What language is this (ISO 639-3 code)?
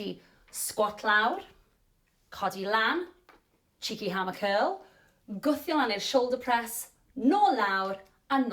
cym